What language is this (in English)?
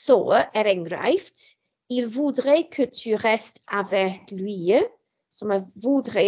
Welsh